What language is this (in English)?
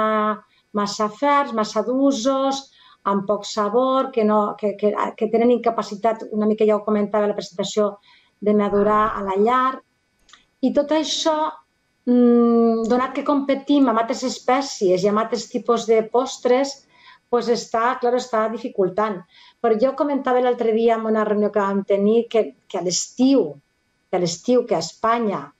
Catalan